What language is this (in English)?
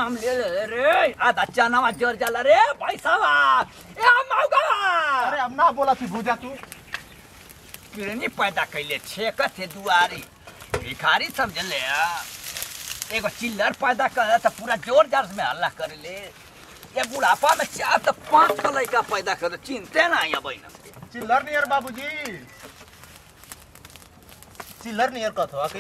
Bhojpuri